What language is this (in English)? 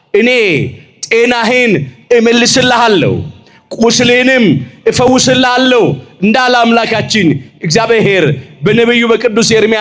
Amharic